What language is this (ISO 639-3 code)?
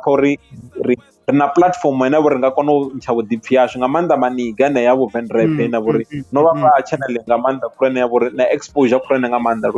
ven